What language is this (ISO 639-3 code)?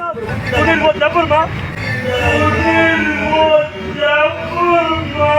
trp